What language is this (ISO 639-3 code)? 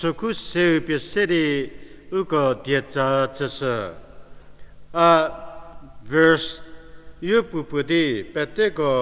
njm